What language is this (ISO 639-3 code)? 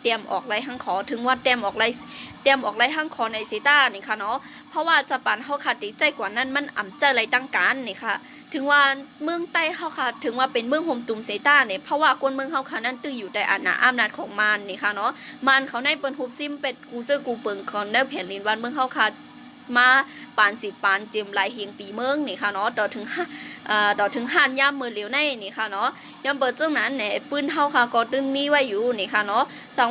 shn